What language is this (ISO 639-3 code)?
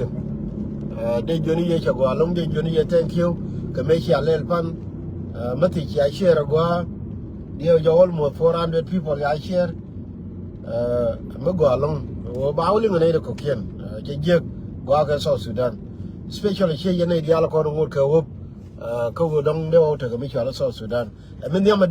nus